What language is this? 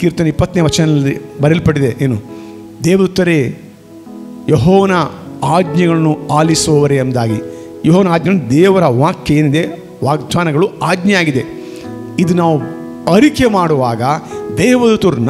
Kannada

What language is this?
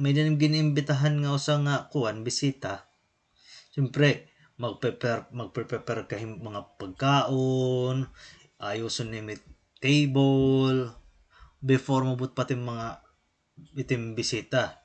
Waray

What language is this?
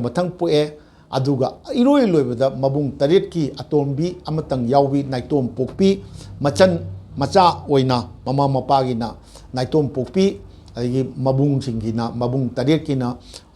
Manipuri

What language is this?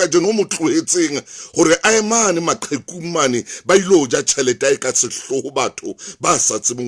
Southern Sotho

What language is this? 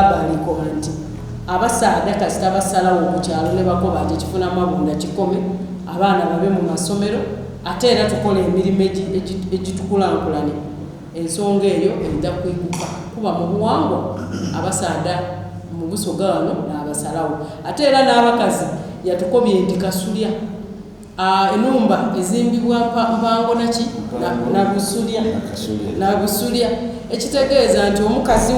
Soga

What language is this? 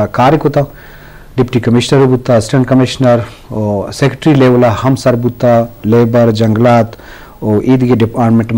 Eastern Balochi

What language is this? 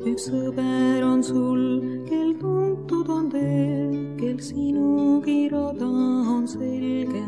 Estonian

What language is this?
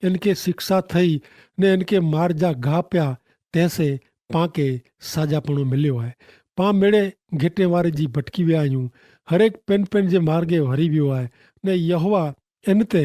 Kachhi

